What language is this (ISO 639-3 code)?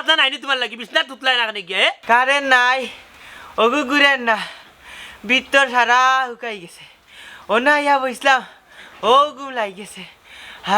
syl